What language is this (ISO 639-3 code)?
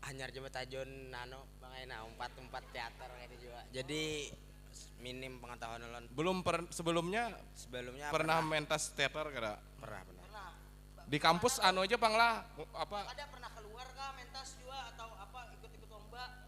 bjn